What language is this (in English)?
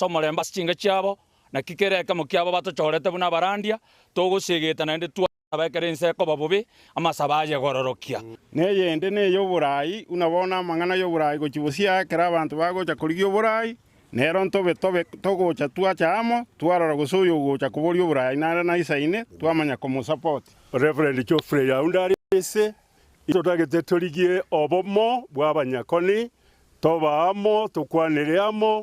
Gusii